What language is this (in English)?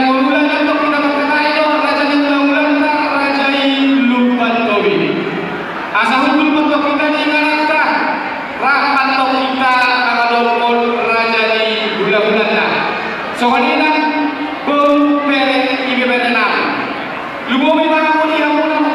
Batak Toba